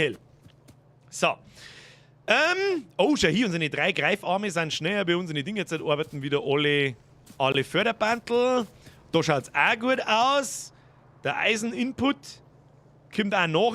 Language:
Bavarian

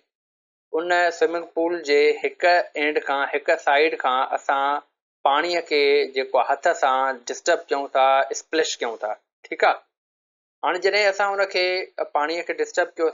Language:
Sindhi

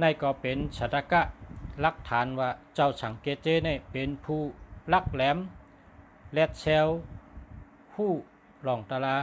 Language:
Shan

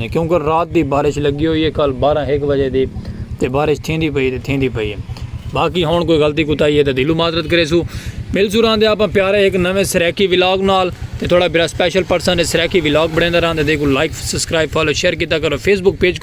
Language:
Saraiki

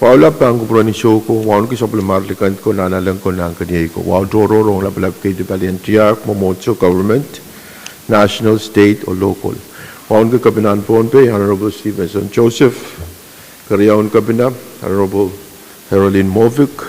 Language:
Pohnpeian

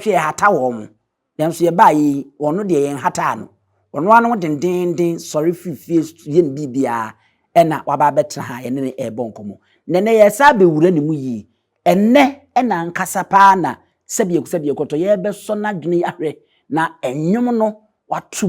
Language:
Akan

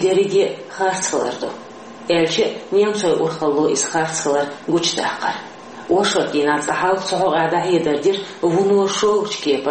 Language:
Chechen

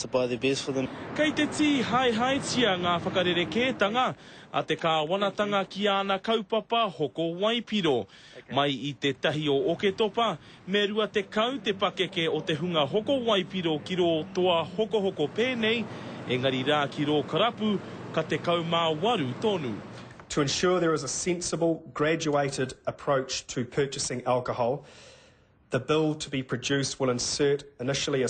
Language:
Māori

